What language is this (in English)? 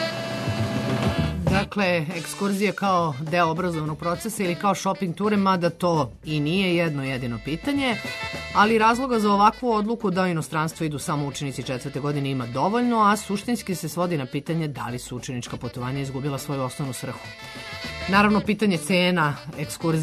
Serbian